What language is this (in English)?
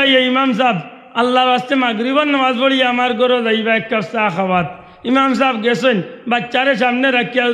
Sylheti